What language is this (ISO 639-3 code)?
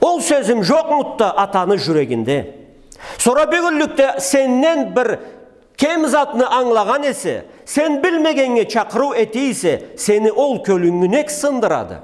krc